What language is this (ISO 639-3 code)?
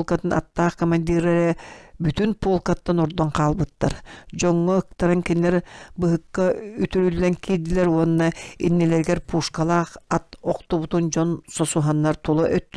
sah